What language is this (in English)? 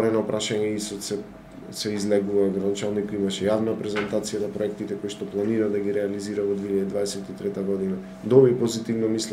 Macedonian